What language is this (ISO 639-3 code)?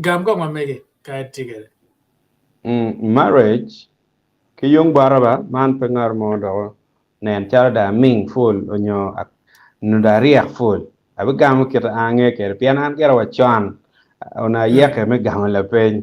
ach